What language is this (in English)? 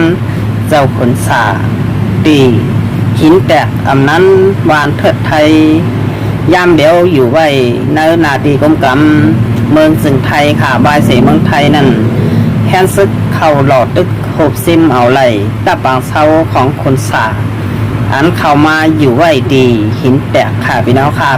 Shan